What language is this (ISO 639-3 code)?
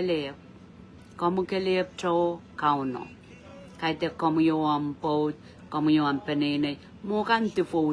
pon